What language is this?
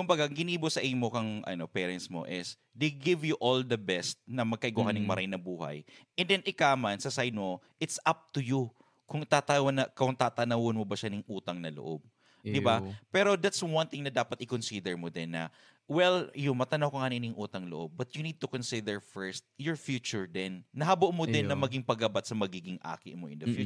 Bikol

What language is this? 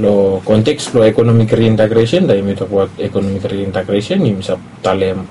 Bislama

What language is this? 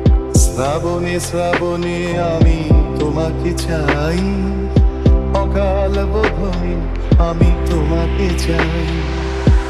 Bangla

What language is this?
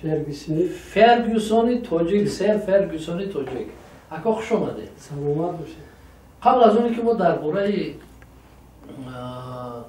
Tajik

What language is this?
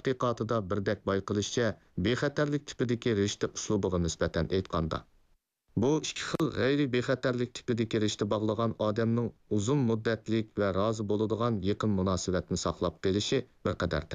Uyghur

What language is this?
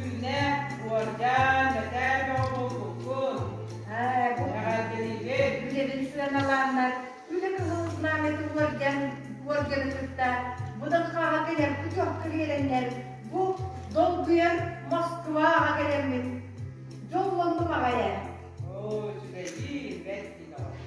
Yakut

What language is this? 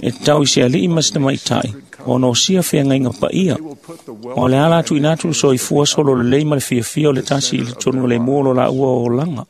Samoan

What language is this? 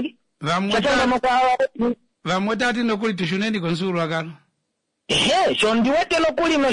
Kuanyama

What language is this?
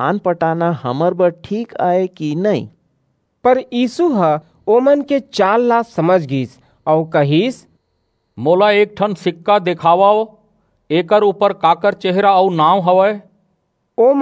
Chhattisgarhi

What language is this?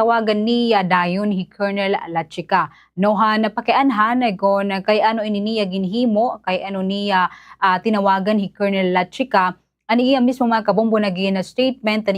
Waray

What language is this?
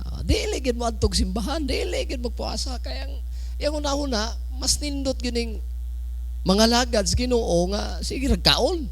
Cebuano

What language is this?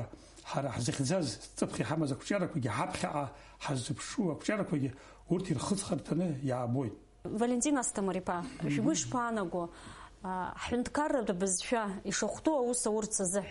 Abkhazian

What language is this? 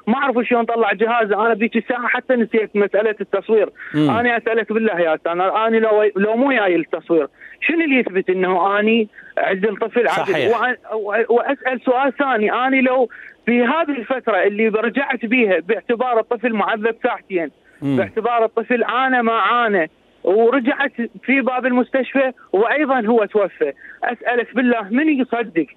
Mesopotamian Arabic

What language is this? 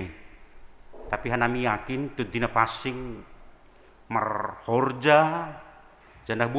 Batak Simalungun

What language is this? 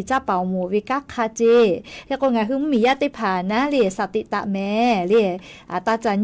Lahu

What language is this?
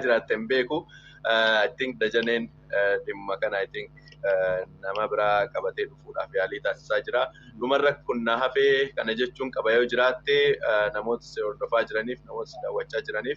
Oromo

